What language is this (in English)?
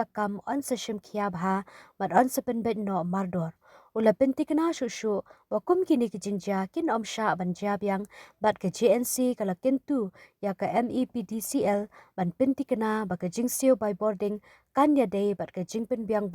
Khasi